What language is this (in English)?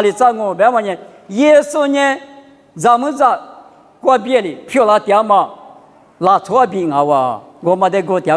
Lisu